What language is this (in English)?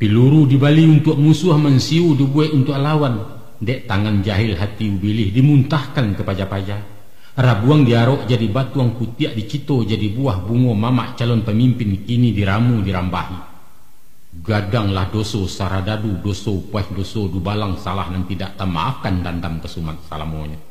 Minangkabau